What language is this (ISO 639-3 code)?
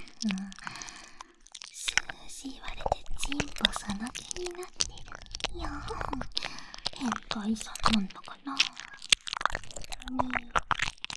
jpn